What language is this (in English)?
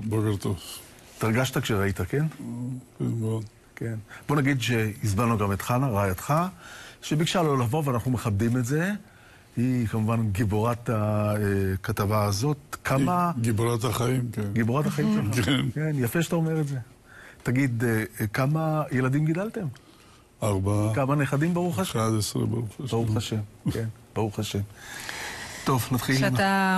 Hebrew